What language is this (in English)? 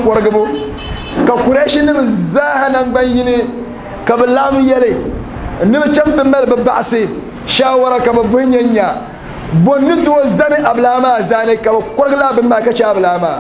Dagbani